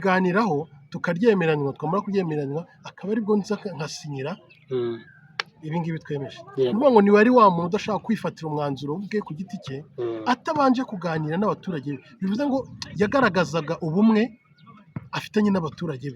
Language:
Kinyarwanda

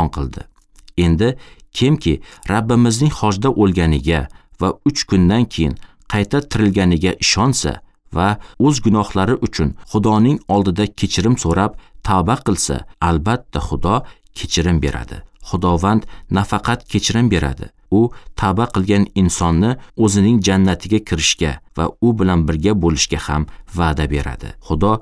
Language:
Uzbek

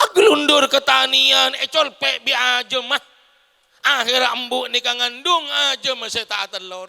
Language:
Madurese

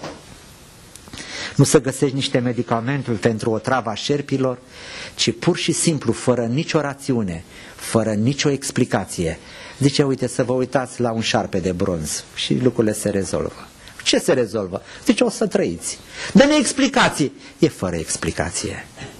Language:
Romanian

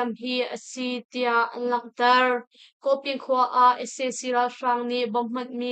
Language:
Hakha Chin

